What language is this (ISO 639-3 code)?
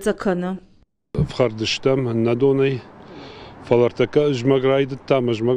oss